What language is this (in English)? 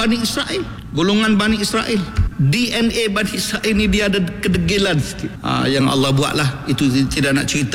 Malay